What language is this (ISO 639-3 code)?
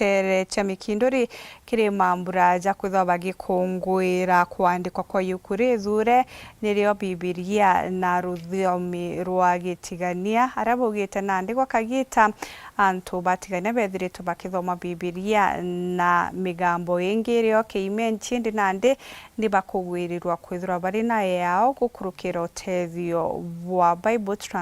mer